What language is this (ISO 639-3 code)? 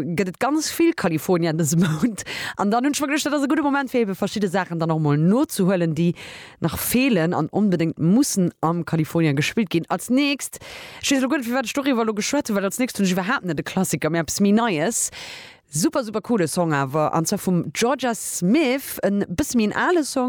ltz